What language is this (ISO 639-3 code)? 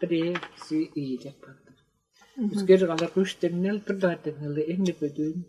tyv